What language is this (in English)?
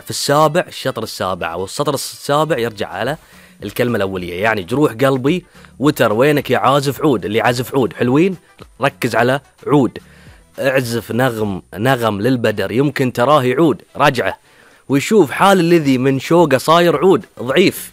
Gulf Arabic